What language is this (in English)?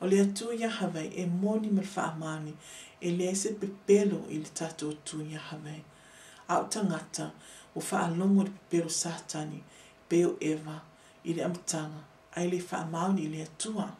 Samoan